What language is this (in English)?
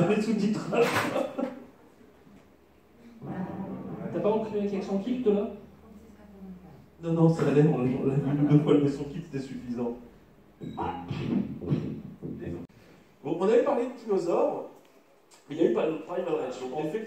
French